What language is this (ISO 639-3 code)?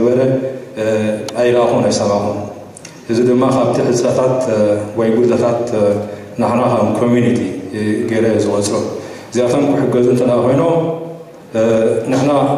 tir